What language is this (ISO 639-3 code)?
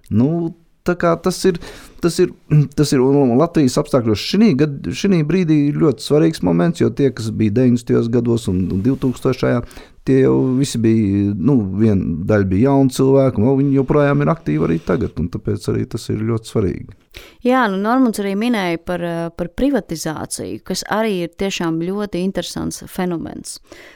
lav